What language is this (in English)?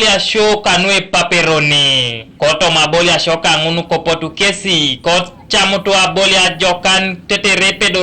Teso